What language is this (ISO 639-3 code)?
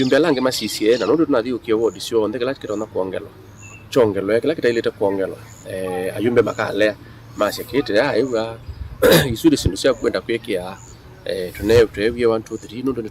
kam